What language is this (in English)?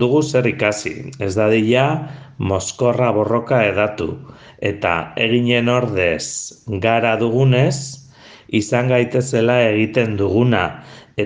Basque